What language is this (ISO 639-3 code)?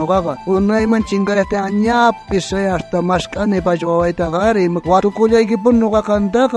quh